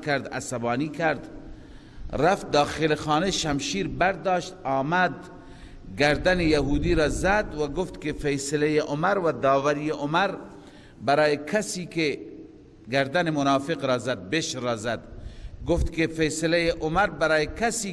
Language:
Persian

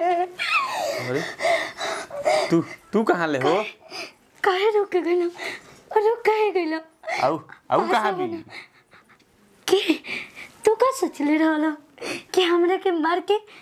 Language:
Bhojpuri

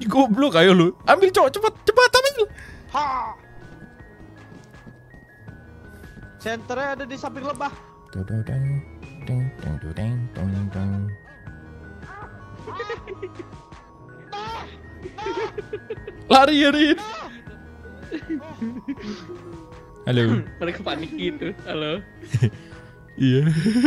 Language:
Indonesian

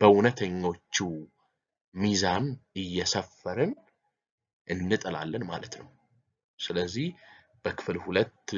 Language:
Amharic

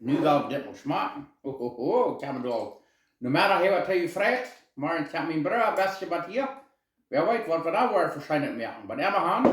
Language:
Plautdietsch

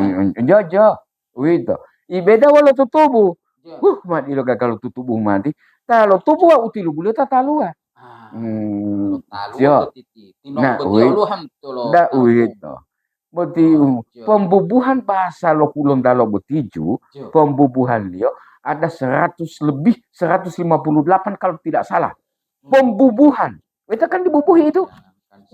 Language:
Gorontalo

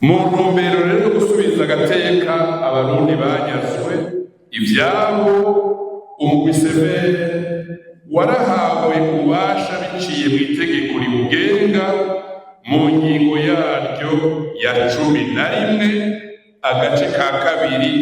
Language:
Rundi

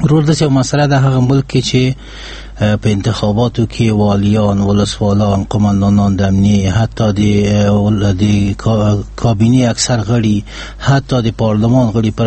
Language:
Persian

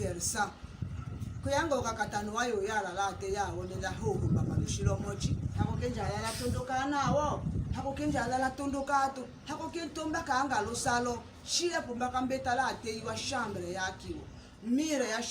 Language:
Tetela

